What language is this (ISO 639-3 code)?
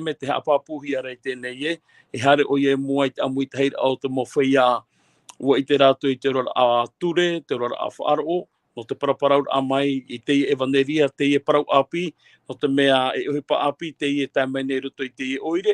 tah